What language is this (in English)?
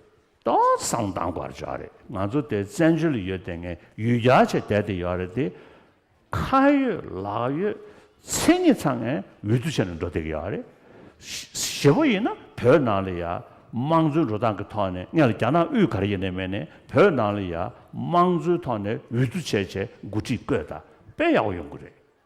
Tibetan